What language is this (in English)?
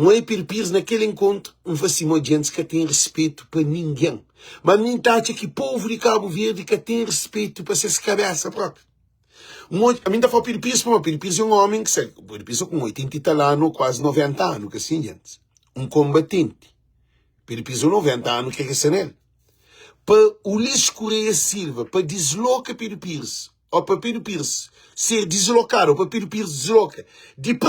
Kabuverdianu